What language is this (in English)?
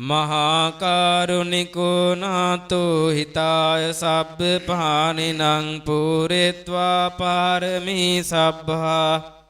Pali